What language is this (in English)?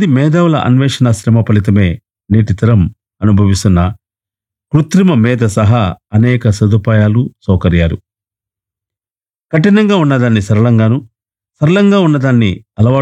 Telugu